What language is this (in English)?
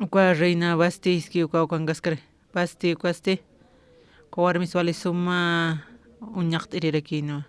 Aymara